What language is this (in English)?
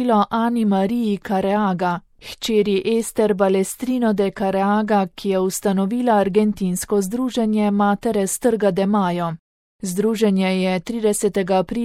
Slovenian